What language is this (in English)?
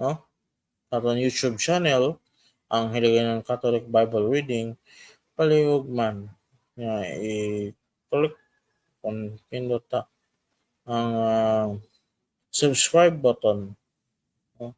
Hiligaynon